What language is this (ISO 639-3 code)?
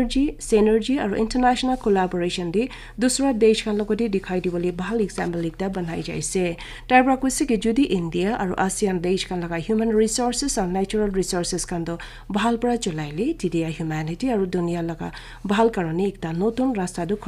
nag